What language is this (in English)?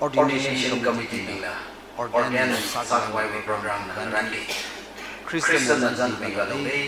Tangkhul Naga (India)